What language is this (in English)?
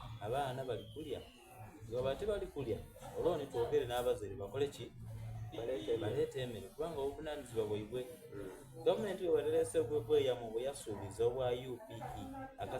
Soga